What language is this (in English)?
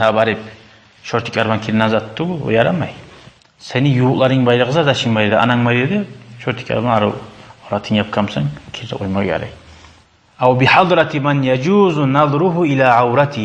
Kumyk